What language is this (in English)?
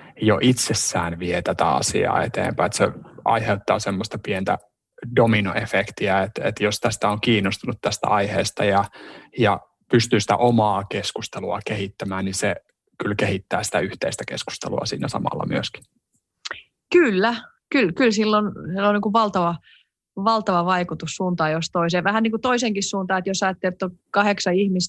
Finnish